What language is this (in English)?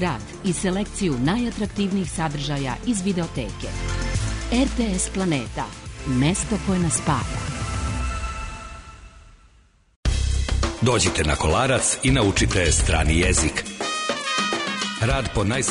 Serbian